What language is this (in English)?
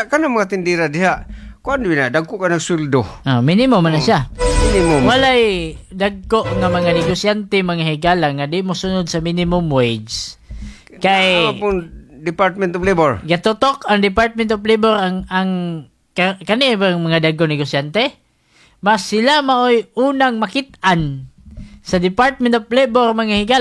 Cebuano